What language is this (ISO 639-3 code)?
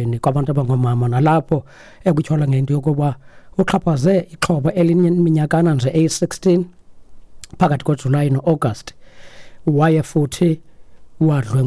xho